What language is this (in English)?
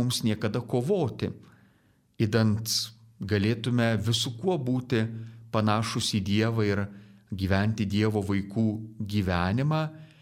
Lithuanian